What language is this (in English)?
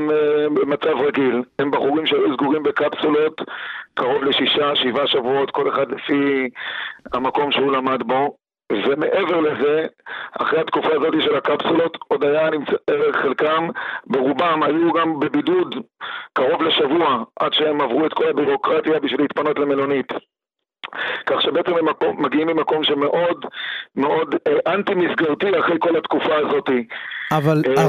Hebrew